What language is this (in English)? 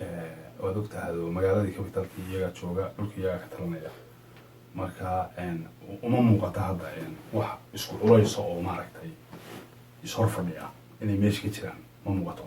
Somali